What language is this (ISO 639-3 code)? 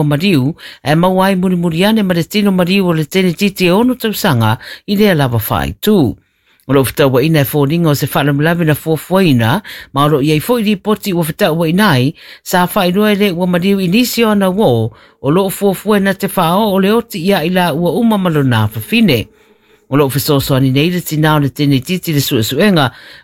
smo